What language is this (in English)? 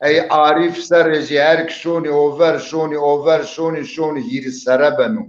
Zaza